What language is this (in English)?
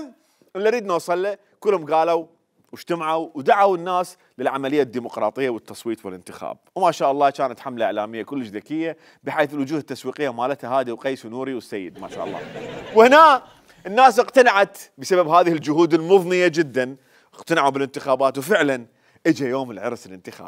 Mesopotamian Arabic